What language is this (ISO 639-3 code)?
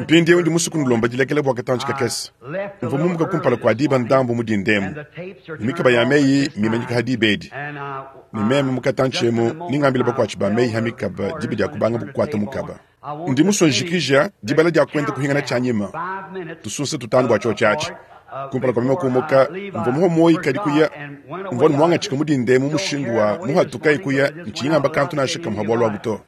lua